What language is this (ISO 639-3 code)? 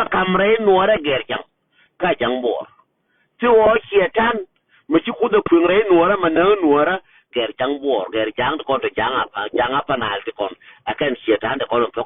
nus